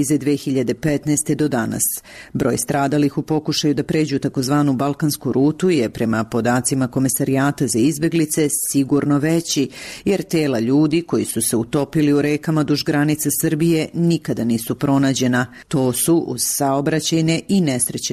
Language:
Serbian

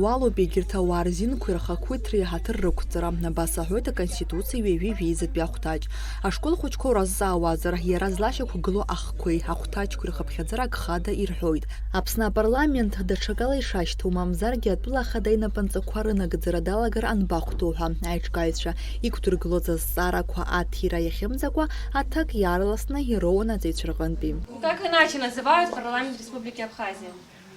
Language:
Abkhazian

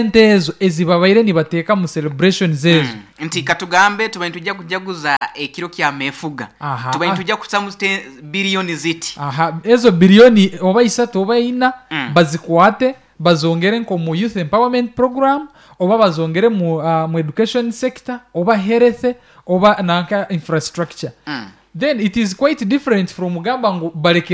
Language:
Nyankole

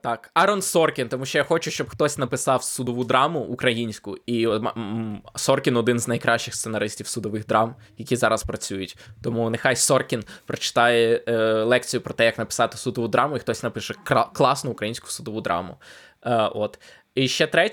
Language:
Ukrainian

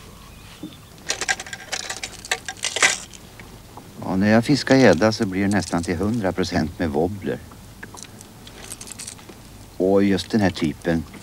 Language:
Swedish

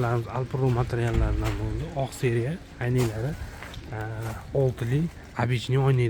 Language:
Uzbek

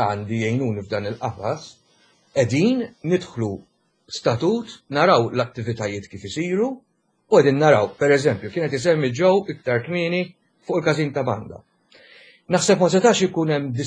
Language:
Maltese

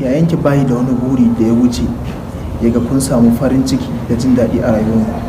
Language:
Hausa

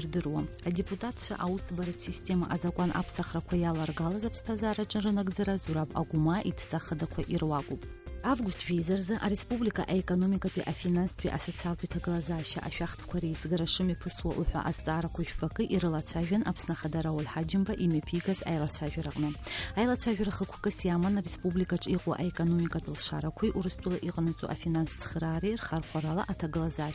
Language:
Abkhazian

